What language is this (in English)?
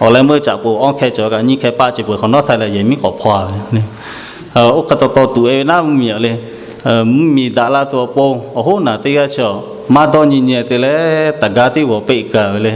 Lahu